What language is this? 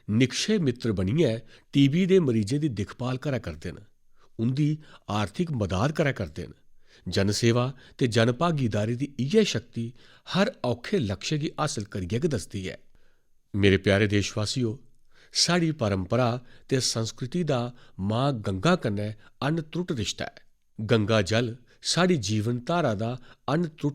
Dogri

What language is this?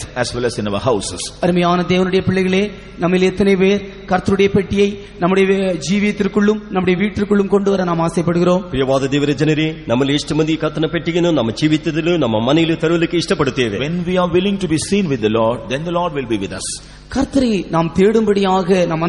Tamil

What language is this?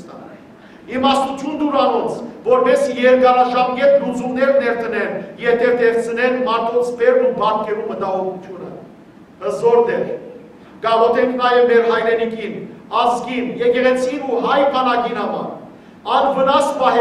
Western Armenian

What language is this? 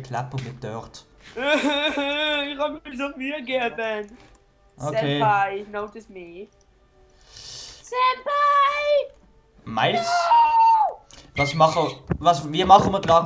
Swiss German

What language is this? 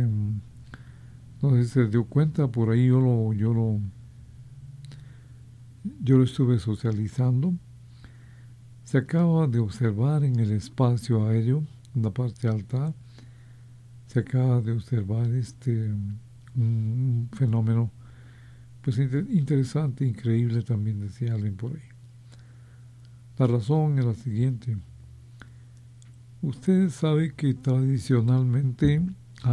Spanish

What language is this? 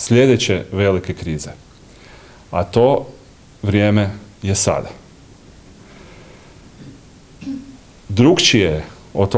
Croatian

